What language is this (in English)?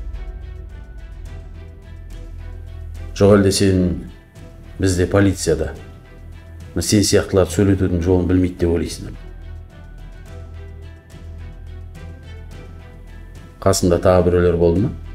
Kazakh